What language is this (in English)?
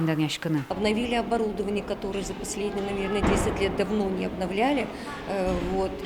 Udmurt